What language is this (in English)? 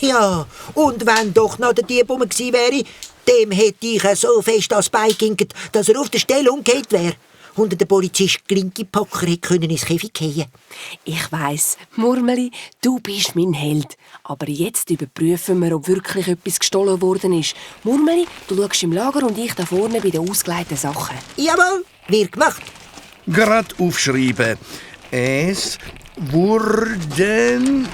Swiss German